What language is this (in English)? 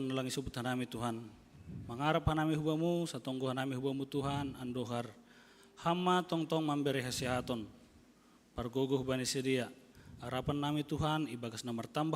Batak Simalungun